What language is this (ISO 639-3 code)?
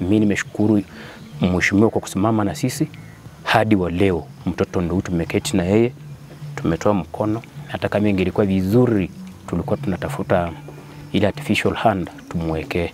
swa